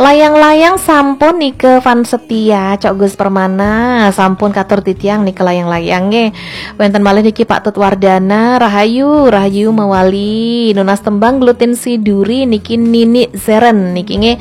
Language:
Balinese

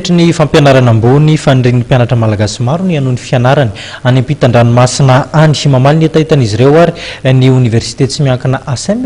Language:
Malagasy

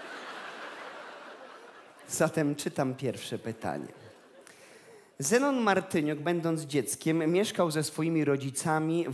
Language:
Polish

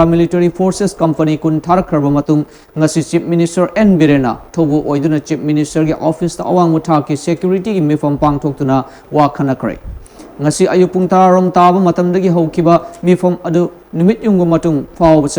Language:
Manipuri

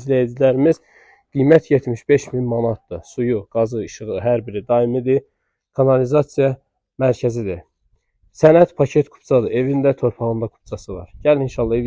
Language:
Azerbaijani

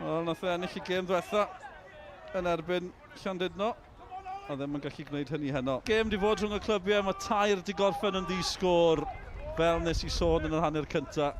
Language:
Welsh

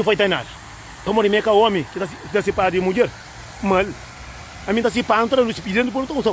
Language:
Kabuverdianu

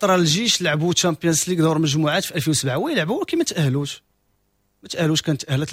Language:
Moroccan Arabic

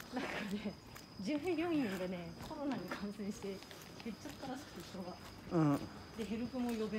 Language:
Japanese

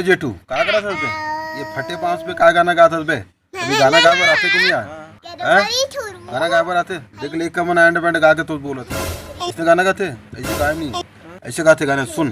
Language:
Chhattisgarhi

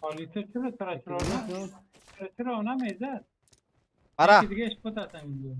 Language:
Persian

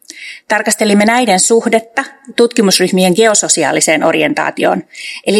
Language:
Finnish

